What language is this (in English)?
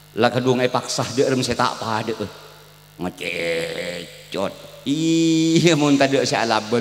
Madurese